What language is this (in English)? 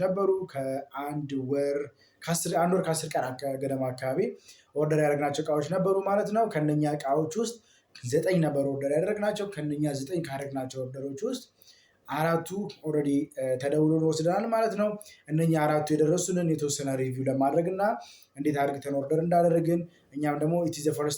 Amharic